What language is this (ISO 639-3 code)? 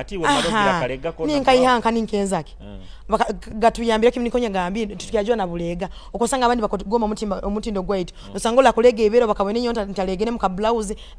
nyo